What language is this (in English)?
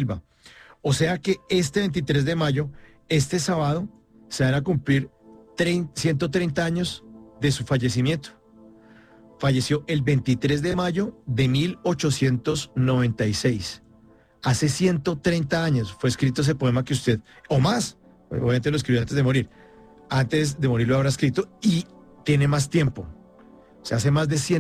Spanish